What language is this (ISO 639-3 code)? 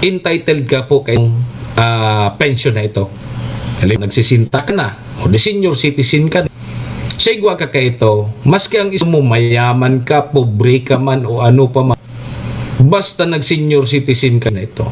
bik